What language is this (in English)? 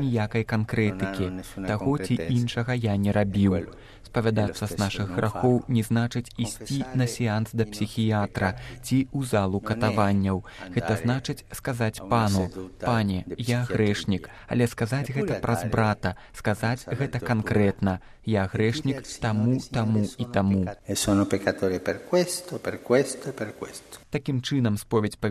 Belarusian